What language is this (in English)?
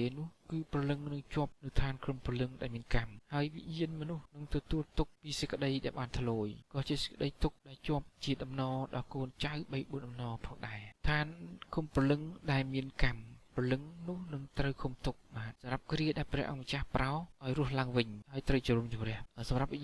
Khmer